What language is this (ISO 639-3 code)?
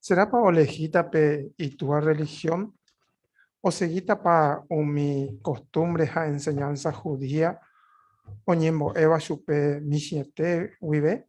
grn